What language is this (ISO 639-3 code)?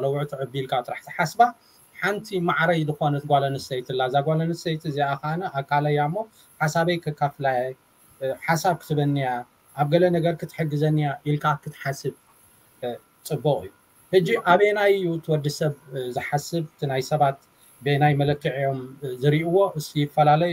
tir